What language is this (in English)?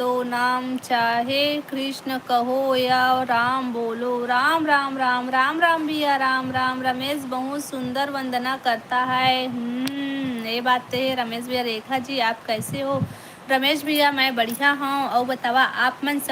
Chhattisgarhi